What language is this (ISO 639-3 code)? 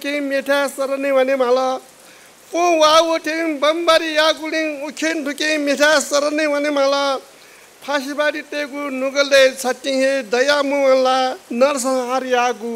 new